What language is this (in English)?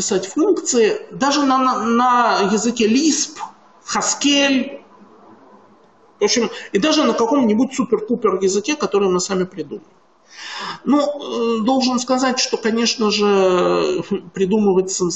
Russian